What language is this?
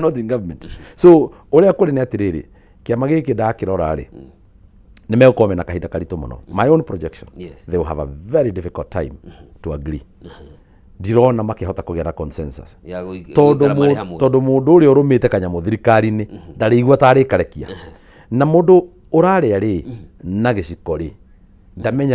Kikuyu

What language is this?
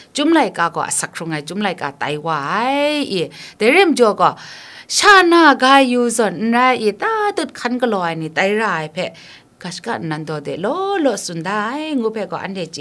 Kachin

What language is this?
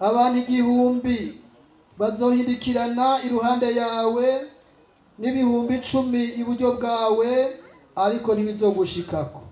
Rundi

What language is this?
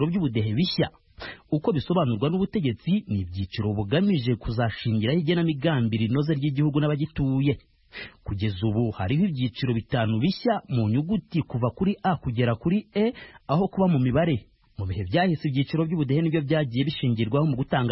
Kinyarwanda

